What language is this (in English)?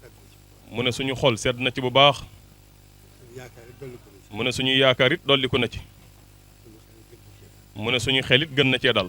Wolof